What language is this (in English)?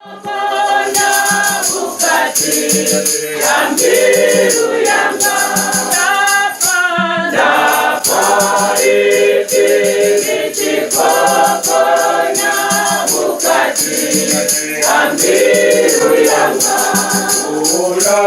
Venda